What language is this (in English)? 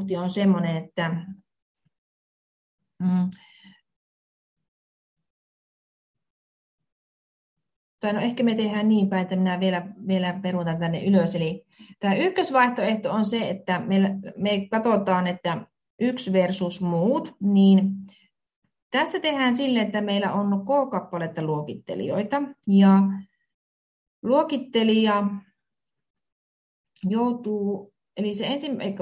Finnish